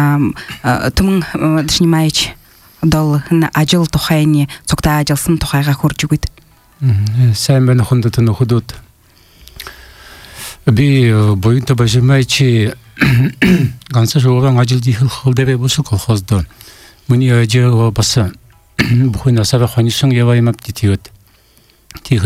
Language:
Buriat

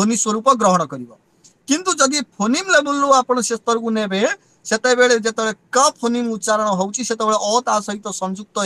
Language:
Odia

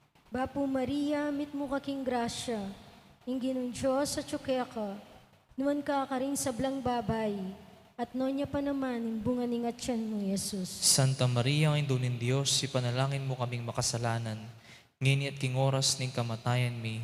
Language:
Pampanga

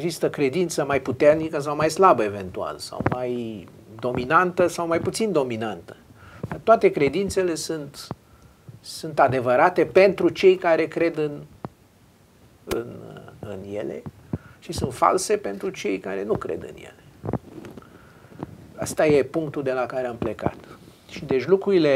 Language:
Romanian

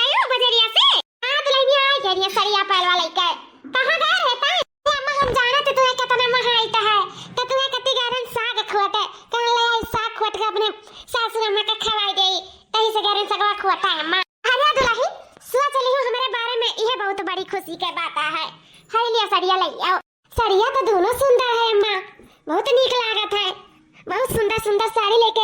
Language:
Awadhi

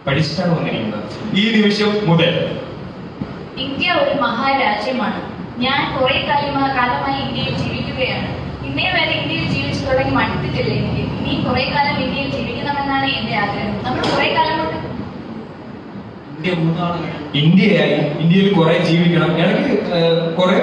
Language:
Malayalam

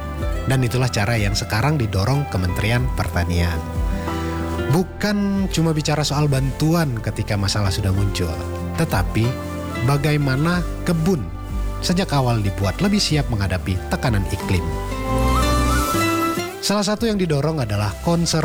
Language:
Indonesian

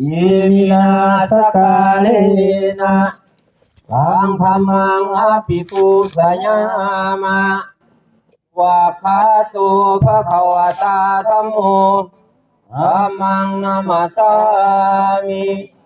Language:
Pali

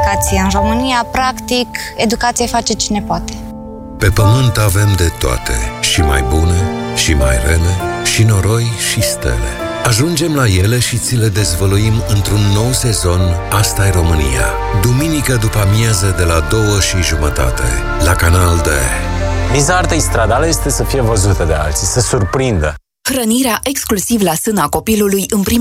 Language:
Romanian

